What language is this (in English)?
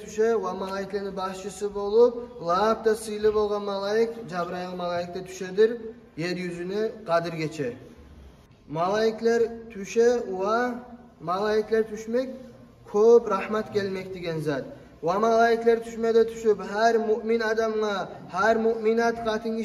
Kumyk